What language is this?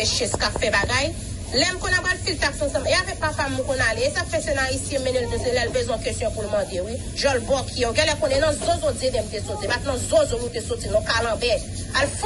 Haitian Creole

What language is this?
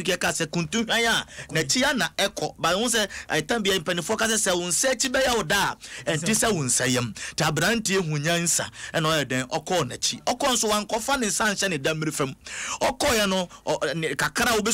Akan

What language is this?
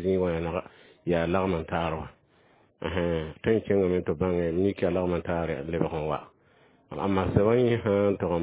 Mossi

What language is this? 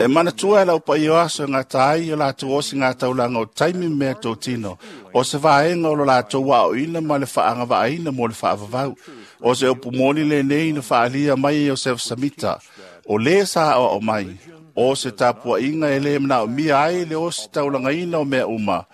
Samoan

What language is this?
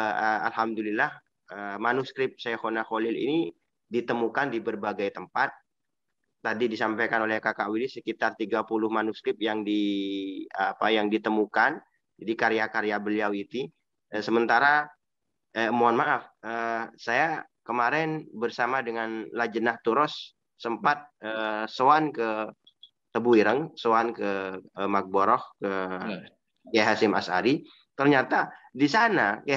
Indonesian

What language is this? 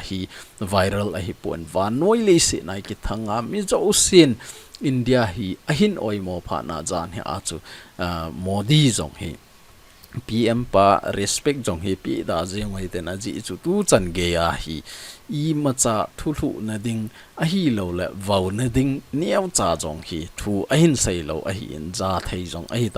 Thado Chin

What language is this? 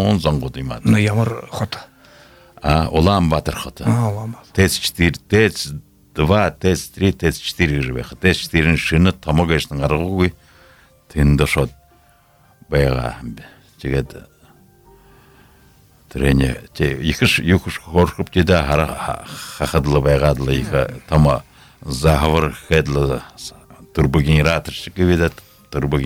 Buriat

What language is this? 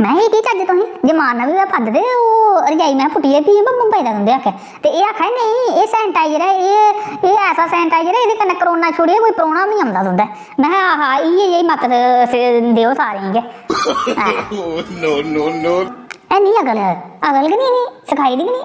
Dogri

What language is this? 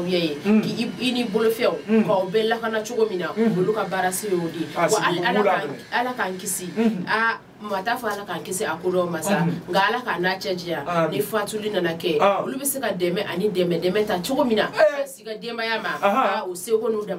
Bambara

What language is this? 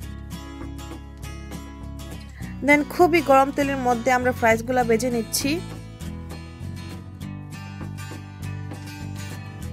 Bangla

